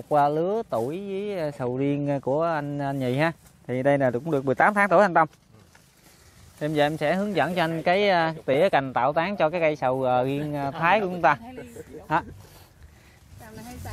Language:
Vietnamese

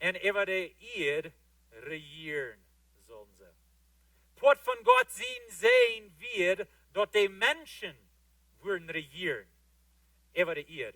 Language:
Plautdietsch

